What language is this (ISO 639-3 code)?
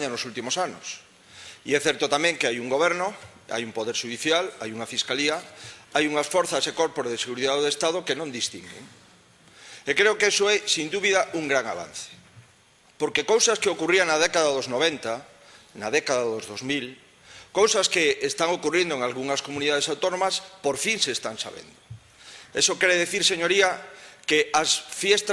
glg